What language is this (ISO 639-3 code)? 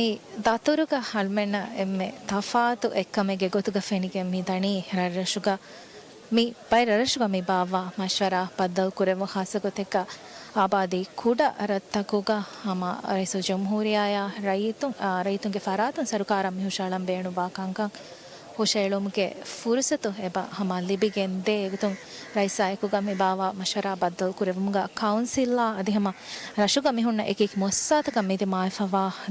div